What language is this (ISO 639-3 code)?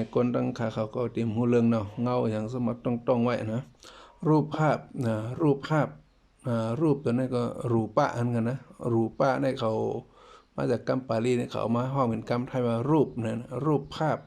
shn